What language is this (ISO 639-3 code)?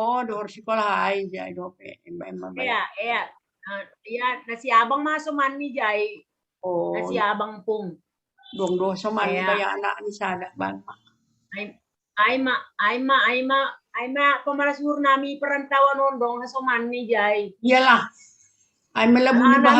bts